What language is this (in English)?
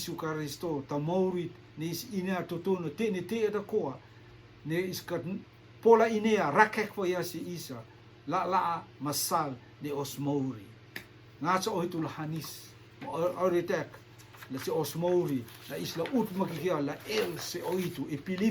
Rotuman